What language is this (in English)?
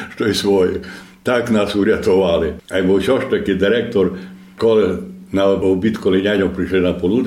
Rusyn